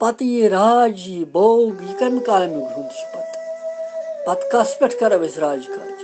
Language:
Kashmiri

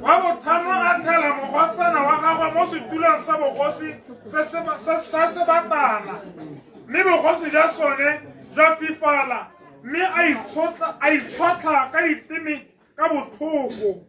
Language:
Tswana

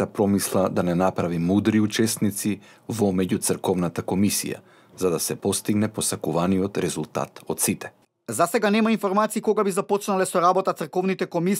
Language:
Macedonian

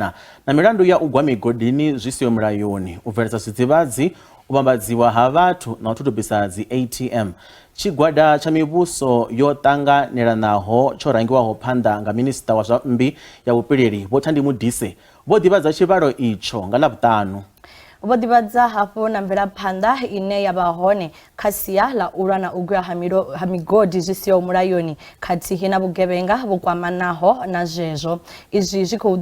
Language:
Venda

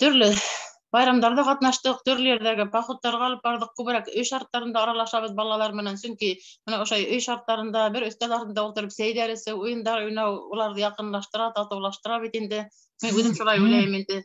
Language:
Bashkir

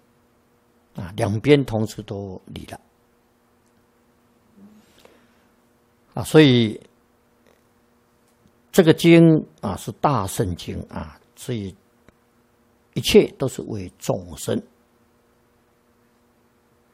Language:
Chinese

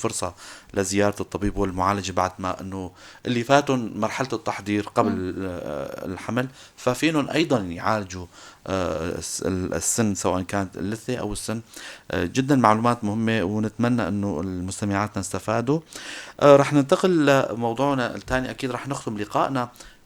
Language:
North Levantine Arabic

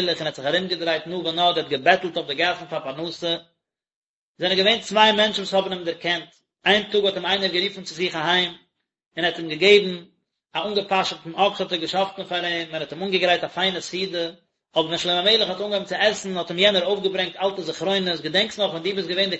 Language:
Yiddish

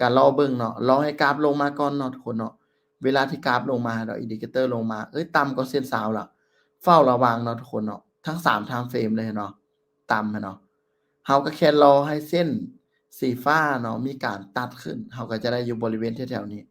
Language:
Lao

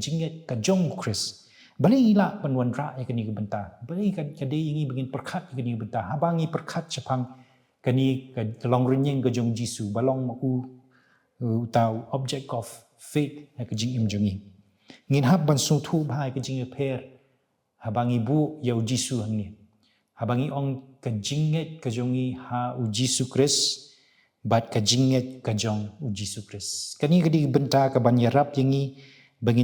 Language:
Khasi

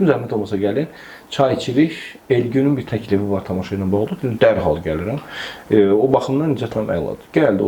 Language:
Azerbaijani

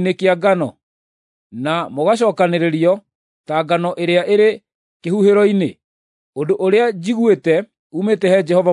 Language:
Kikuyu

